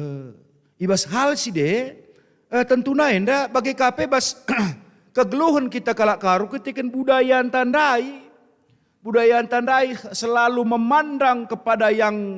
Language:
Batak Karo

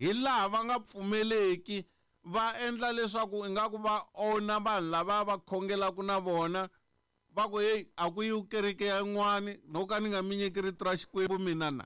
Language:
Tsonga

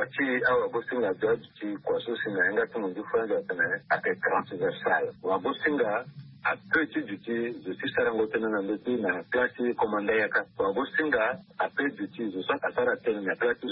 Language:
Sango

